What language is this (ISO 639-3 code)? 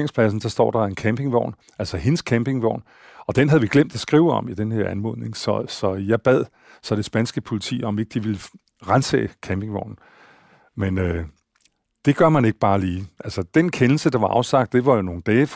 dan